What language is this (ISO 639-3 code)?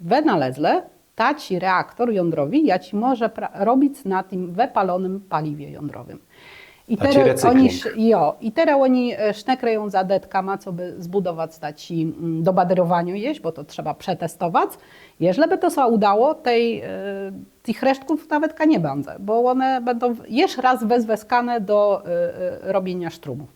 csb